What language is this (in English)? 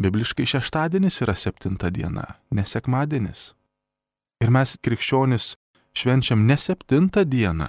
Lithuanian